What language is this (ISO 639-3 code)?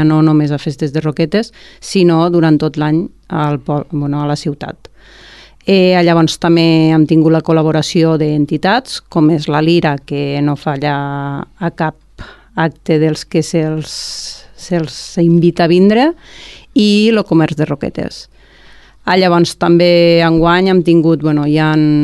cat